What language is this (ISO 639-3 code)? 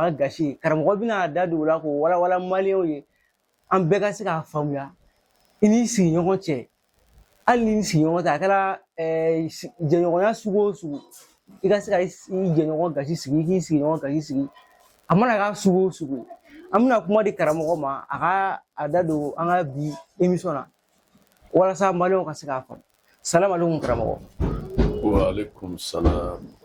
bam